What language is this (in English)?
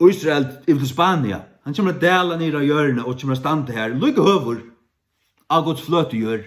Faroese